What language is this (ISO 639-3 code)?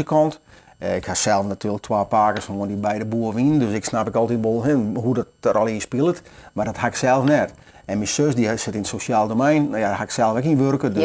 fry